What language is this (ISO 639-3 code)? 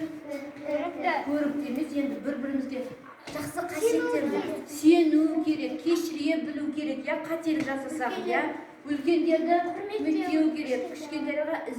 kaz